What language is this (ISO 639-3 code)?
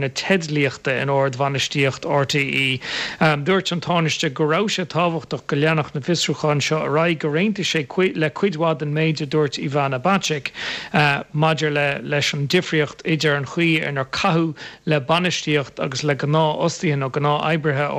gle